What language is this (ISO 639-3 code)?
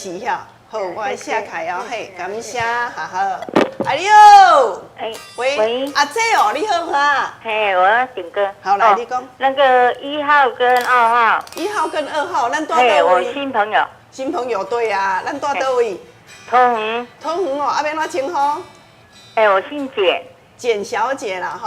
nan